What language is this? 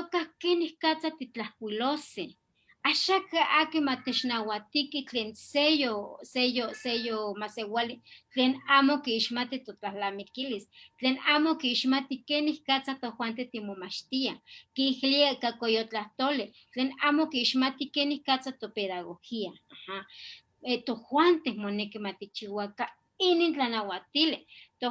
Eastern Huasteca Nahuatl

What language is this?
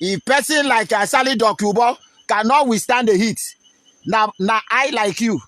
Nigerian Pidgin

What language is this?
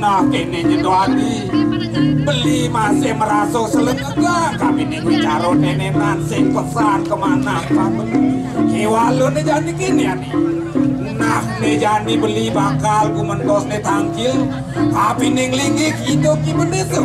Balinese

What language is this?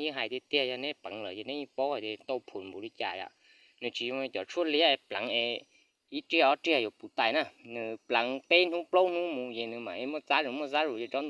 Hmong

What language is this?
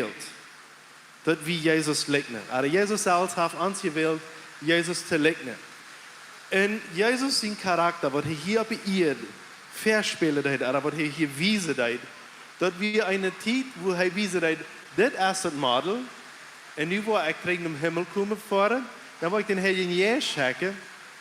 Plautdietsch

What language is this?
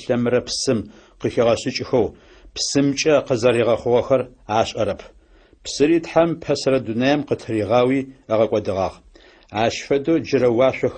Adyghe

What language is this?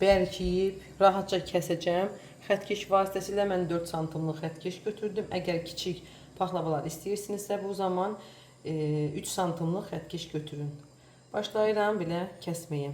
Azerbaijani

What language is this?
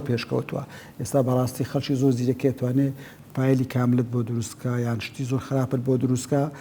Central Kurdish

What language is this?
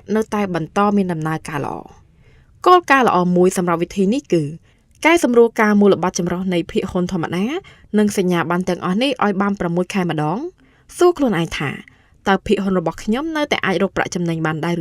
Khmer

